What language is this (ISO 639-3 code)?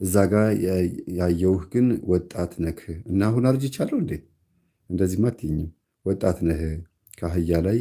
amh